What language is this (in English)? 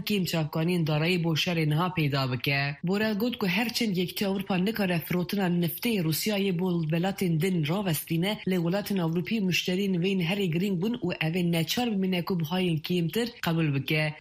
Kurdish